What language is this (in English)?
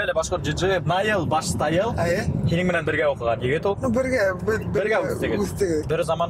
Bashkir